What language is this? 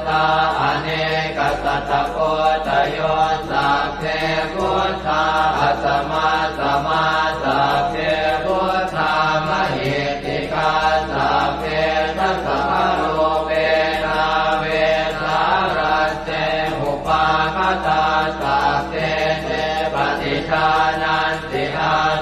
Pali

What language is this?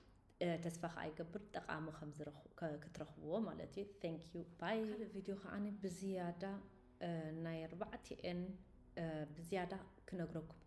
Tigrinya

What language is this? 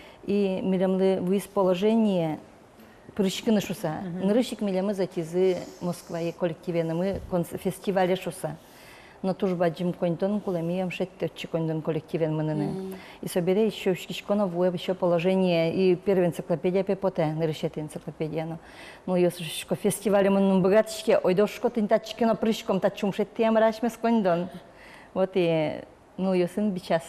Udmurt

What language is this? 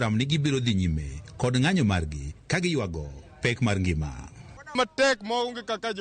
Luo (Kenya and Tanzania)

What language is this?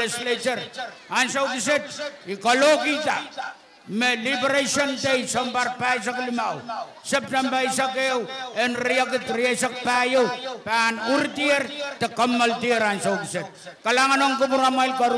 Pohnpeian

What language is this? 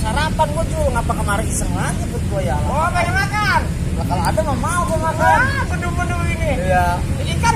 Betawi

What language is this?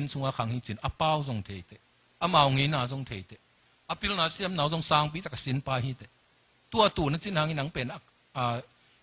Tedim Chin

